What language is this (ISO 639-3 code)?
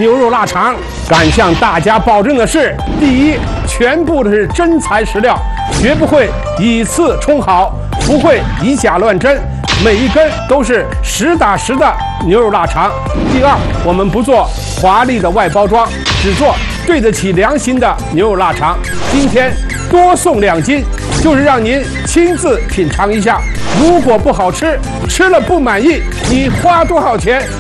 zho